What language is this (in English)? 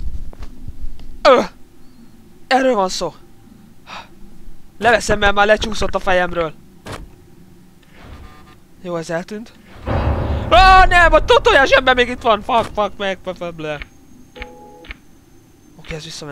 Hungarian